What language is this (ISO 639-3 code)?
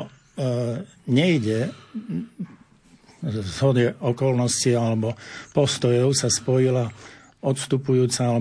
slk